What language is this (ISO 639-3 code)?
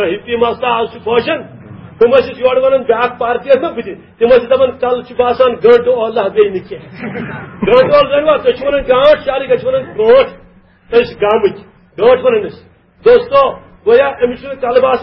kas